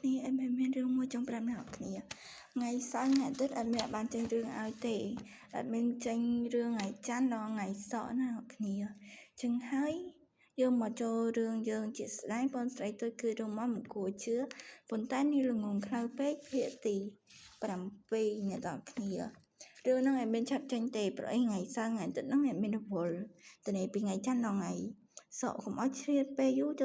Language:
Khmer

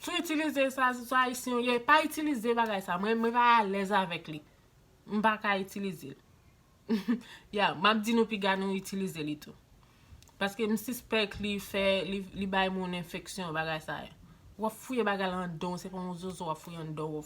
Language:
Haitian Creole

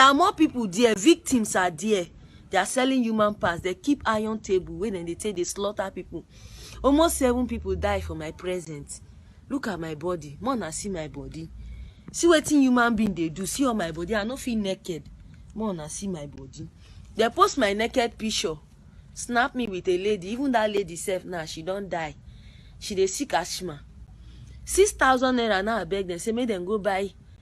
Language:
Nigerian Pidgin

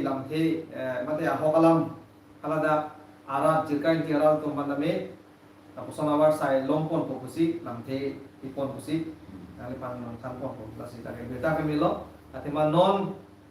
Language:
Karbi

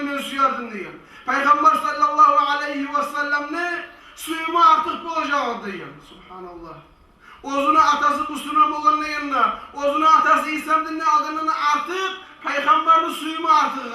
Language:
Kumyk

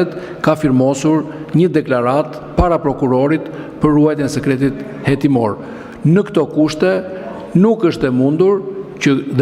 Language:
Albanian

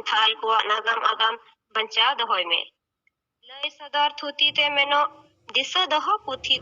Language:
Santali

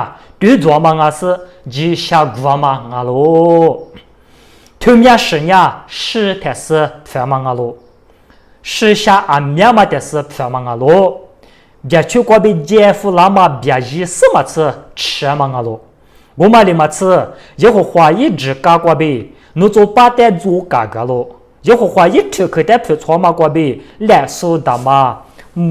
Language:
Lisu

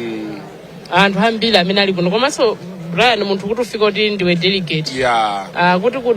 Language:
Nyanja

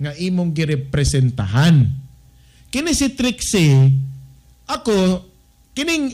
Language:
Cebuano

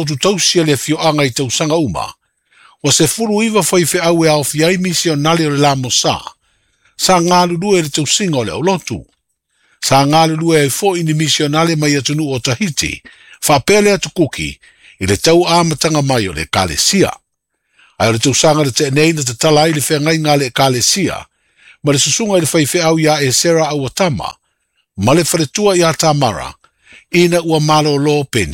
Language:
Samoan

